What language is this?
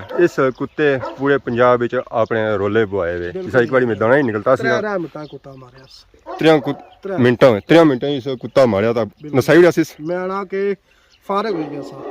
Pahari-Potwari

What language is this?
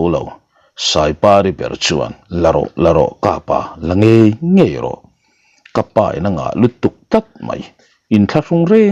Mizo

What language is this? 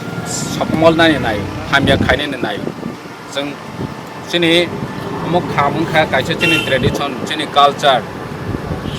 Kok Borok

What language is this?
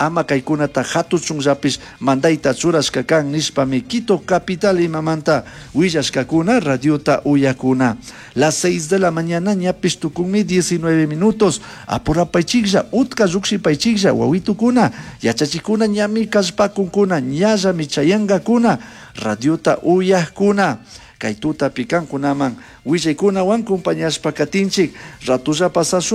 Chimborazo Highland Quichua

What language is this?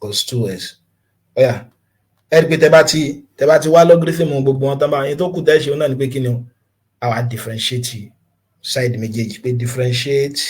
Yoruba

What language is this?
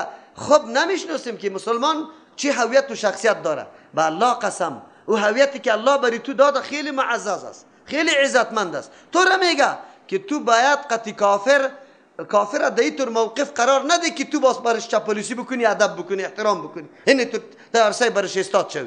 Persian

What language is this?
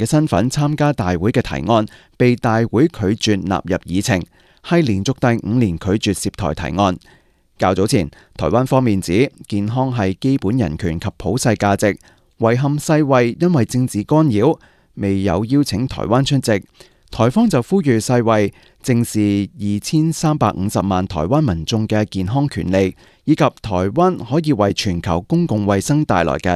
Cantonese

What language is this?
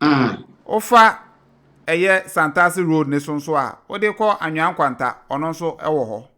Akan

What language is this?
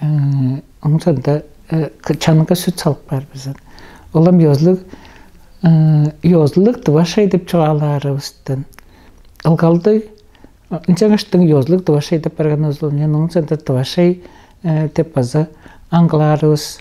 Tuvinian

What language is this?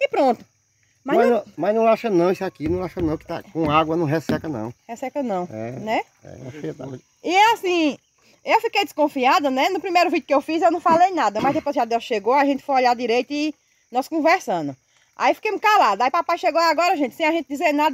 Portuguese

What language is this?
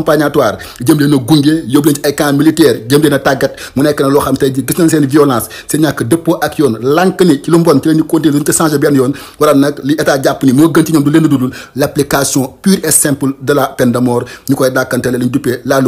Wolof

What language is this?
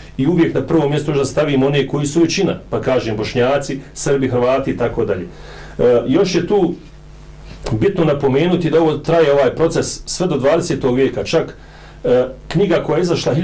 Bosnian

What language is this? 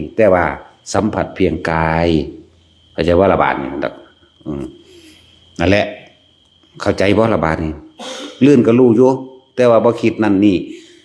Northeastern Thai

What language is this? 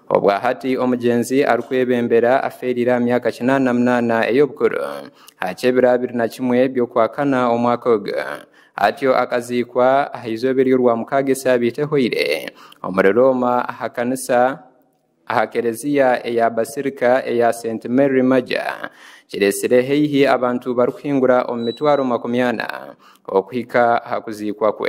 Nyankole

